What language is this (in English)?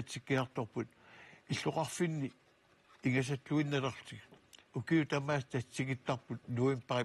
Kalaallisut